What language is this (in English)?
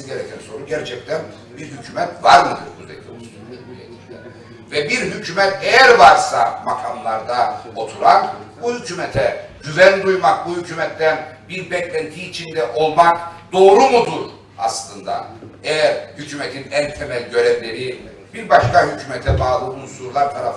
Turkish